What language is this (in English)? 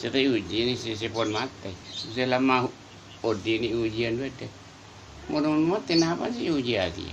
Madurese